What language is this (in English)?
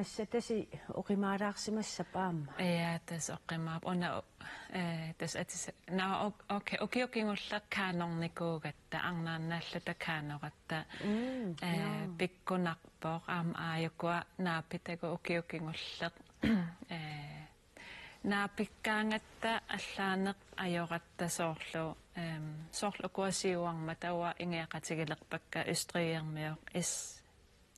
Kalaallisut